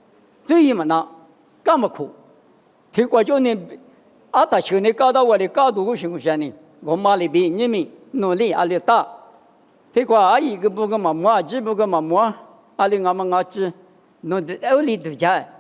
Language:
Lisu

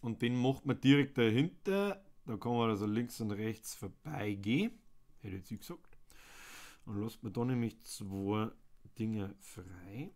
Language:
Bavarian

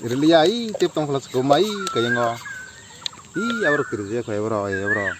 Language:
Kok Borok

